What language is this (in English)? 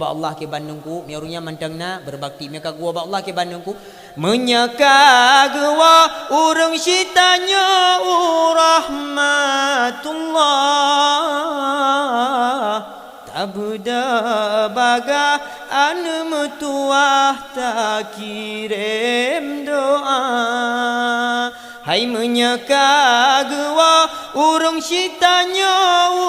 Achinese